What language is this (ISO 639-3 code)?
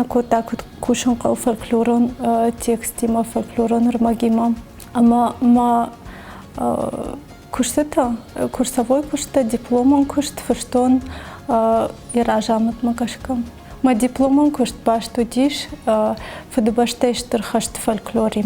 oss